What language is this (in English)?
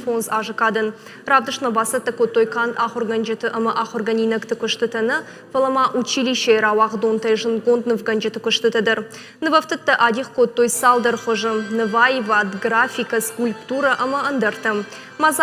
Ossetic